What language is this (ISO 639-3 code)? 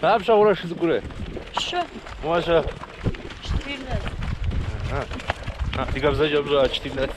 kbd